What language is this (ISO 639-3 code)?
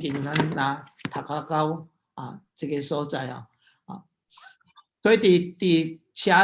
nan